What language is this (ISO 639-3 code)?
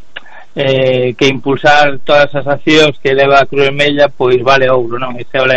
glg